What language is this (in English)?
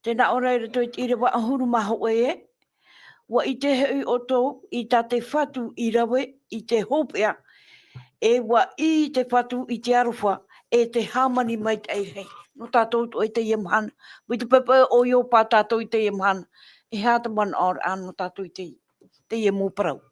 Tahitian